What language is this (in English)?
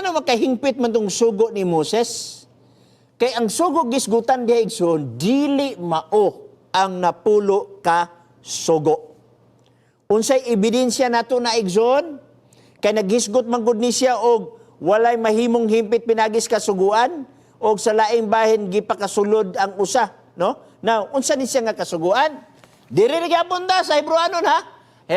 Cebuano